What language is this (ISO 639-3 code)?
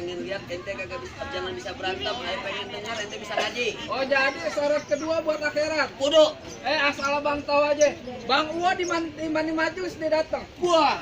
bew